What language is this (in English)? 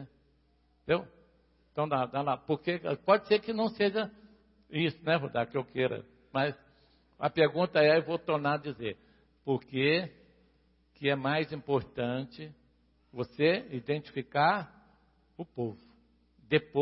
Portuguese